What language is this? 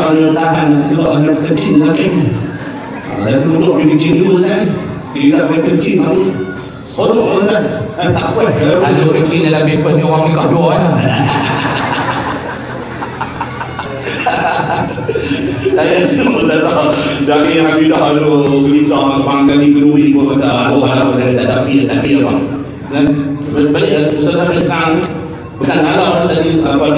Malay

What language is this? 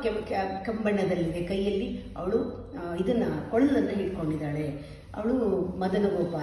Kannada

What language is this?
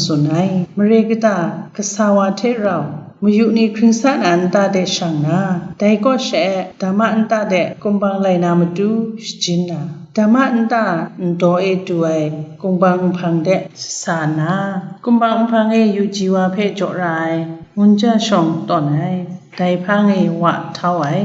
Kachin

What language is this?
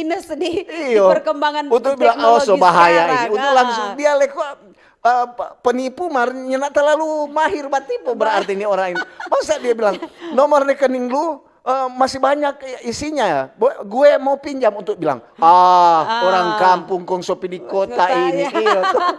Manado Malay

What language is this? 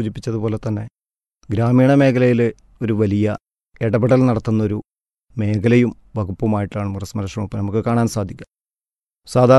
Malayalam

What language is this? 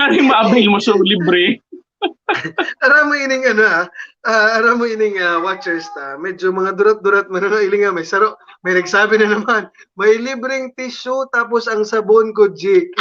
Bikol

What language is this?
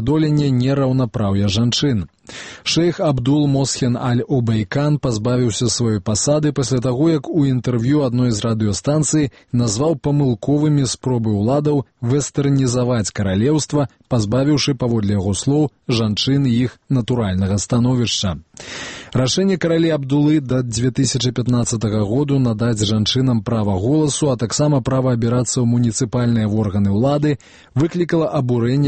Belarusian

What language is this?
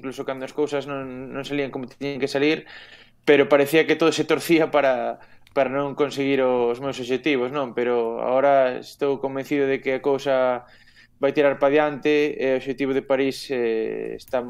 Galician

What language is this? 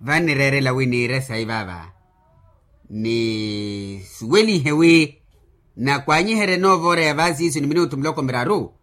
Makhuwa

